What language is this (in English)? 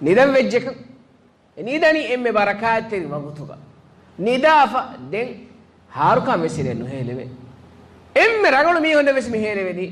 Divehi